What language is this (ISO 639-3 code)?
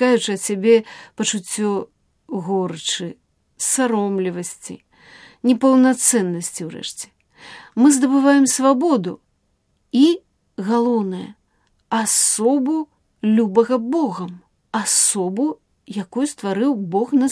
bel